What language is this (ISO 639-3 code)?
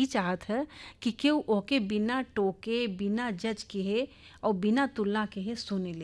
hin